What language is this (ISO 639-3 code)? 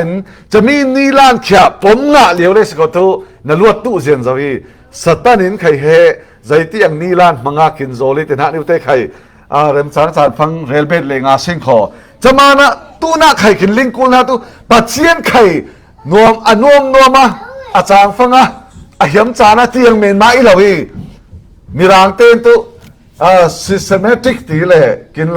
cfm